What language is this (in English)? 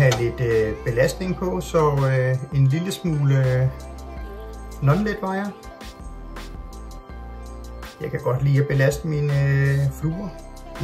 Danish